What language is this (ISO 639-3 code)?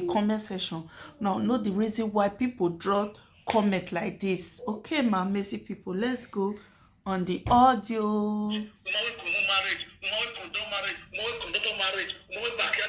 pcm